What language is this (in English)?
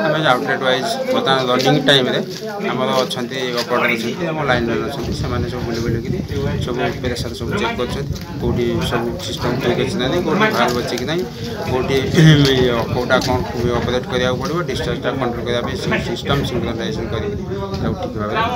Odia